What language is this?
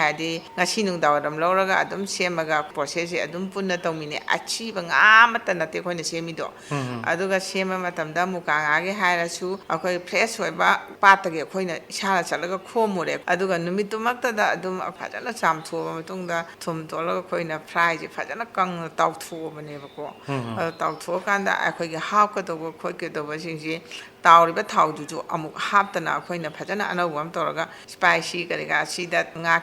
Manipuri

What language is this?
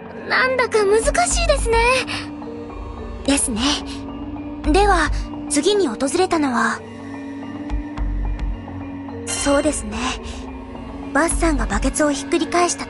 Japanese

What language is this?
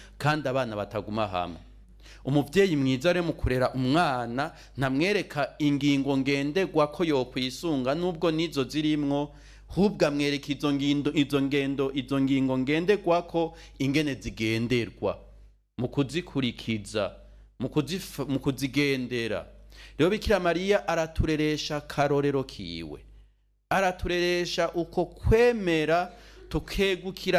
Rundi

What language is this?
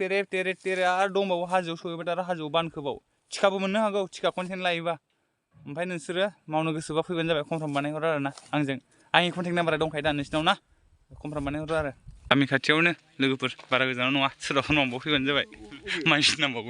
Bodo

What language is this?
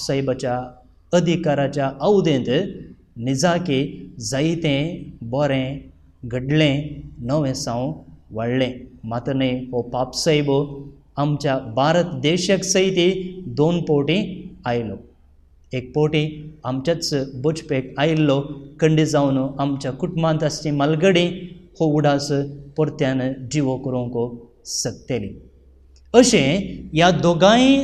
Konkani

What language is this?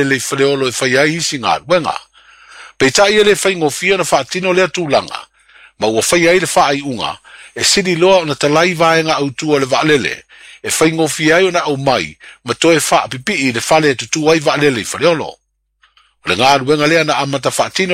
Samoan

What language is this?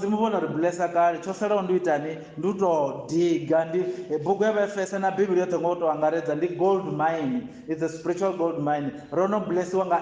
Venda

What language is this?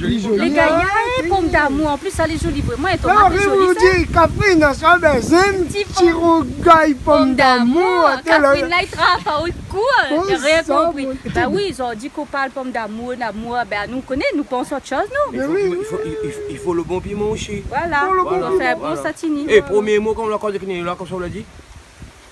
Réunion Creole French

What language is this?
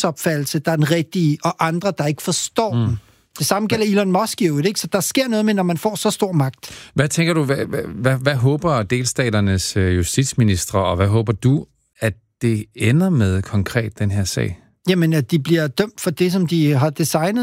Danish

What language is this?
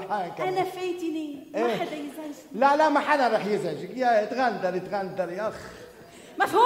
North Levantine Arabic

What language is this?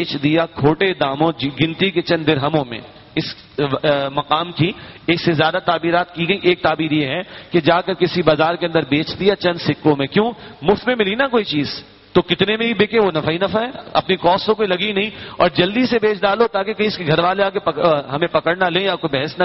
Urdu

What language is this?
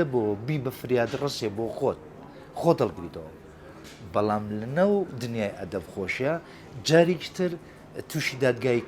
Central Kurdish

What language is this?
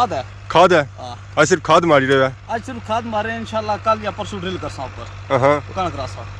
Pahari-Potwari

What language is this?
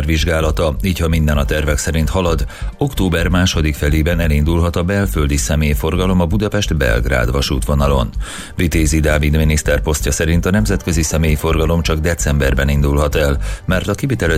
Hungarian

